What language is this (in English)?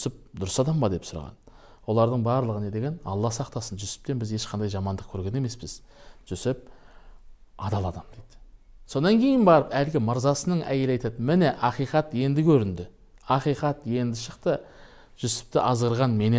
Kazakh